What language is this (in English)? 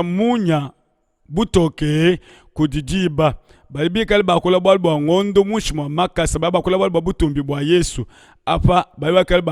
Luba-Lulua